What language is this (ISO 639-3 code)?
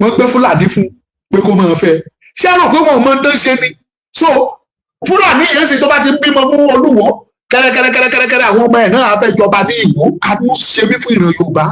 yor